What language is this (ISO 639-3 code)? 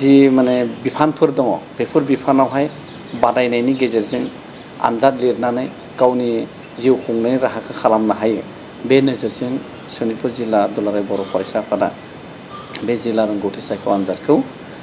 brx